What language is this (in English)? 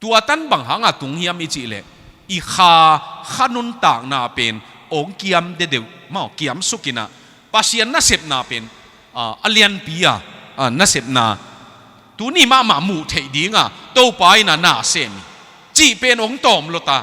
Tedim Chin